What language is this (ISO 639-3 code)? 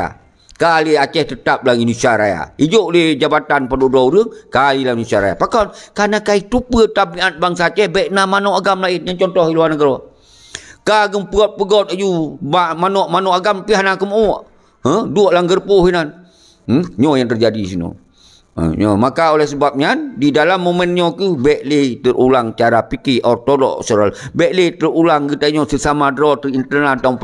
ace